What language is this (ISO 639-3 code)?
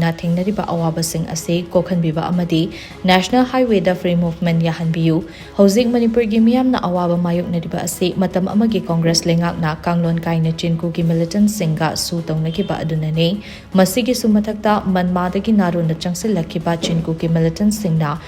mni